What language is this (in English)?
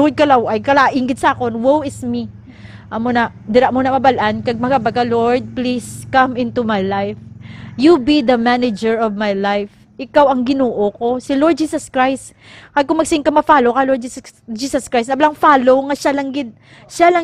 Hiligaynon